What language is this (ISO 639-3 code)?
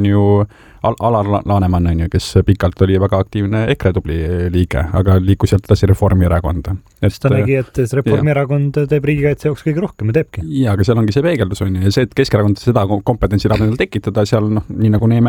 est